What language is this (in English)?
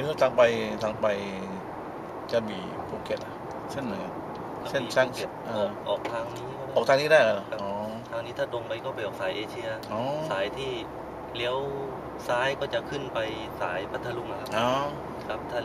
Thai